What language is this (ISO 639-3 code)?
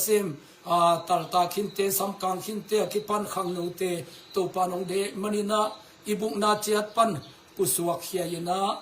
ctd